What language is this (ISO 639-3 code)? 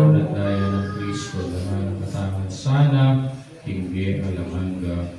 pam